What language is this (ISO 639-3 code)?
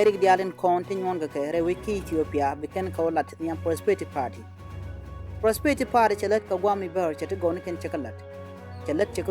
nus